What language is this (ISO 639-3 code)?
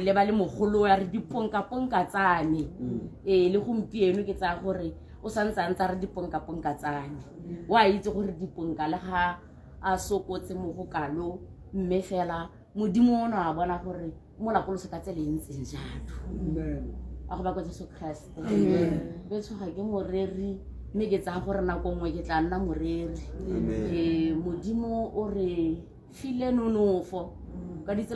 tsn